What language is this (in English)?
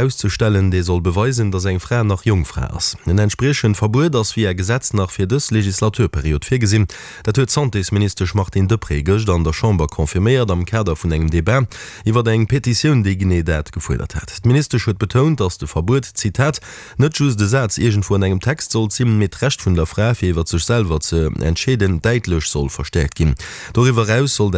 Luxembourgish